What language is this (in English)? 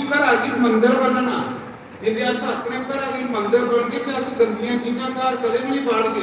Dogri